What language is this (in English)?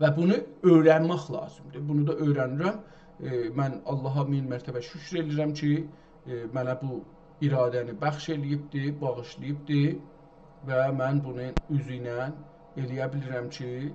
South Azerbaijani